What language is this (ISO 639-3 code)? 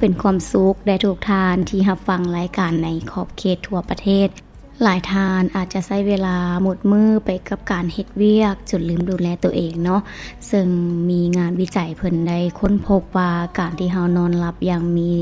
lao